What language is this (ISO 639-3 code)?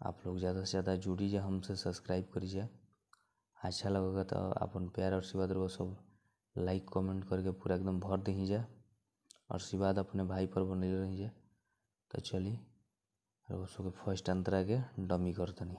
bho